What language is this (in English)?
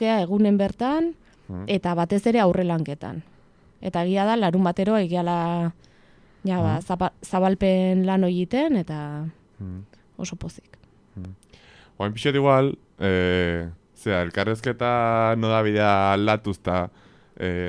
Basque